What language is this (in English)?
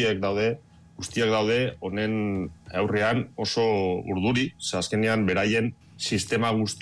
Basque